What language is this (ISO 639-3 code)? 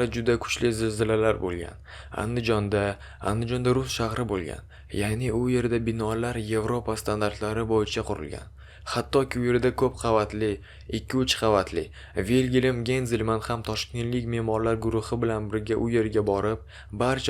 uzb